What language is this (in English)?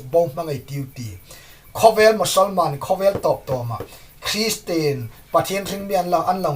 Hmar